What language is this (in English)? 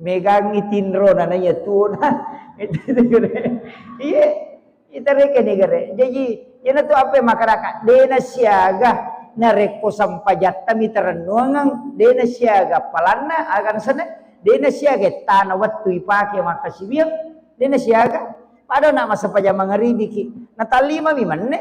Buginese